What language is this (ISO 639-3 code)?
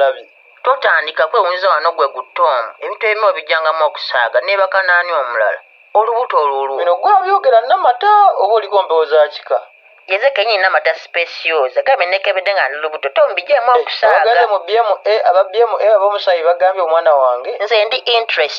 lug